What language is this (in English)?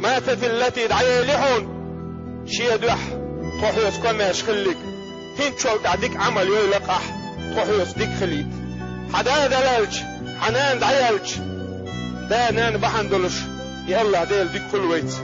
Chechen